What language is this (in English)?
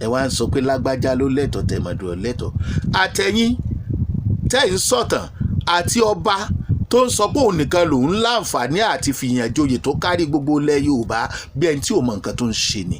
Yoruba